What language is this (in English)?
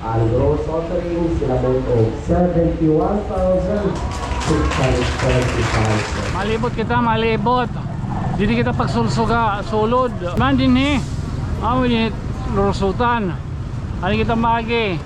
Waray